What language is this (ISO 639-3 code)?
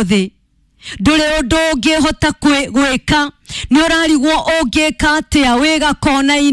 kik